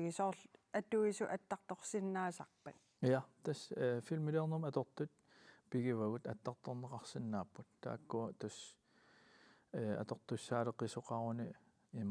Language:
Kalaallisut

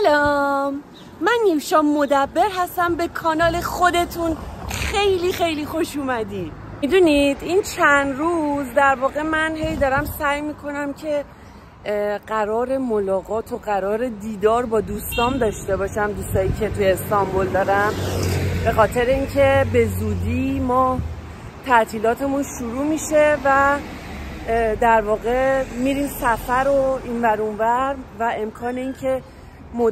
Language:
Persian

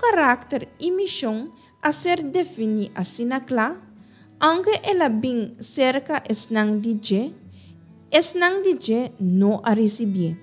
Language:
Papiamento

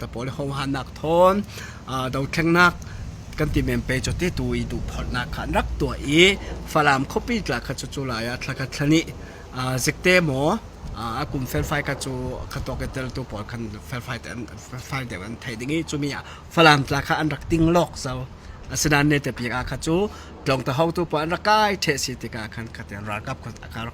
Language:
Hakha Chin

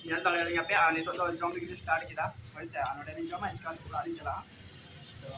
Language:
Santali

